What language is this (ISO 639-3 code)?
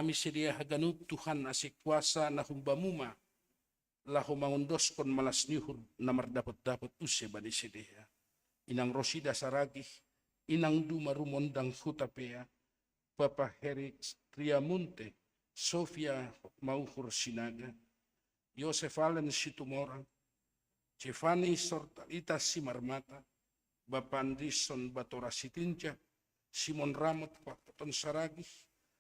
bts